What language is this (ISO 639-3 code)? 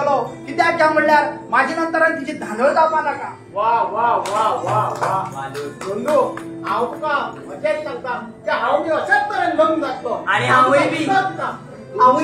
kok